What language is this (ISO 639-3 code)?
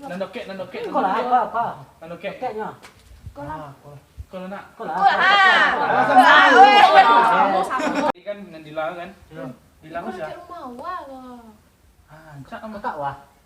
min